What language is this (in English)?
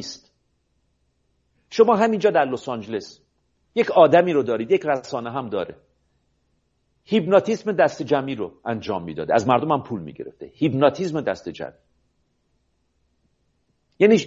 Persian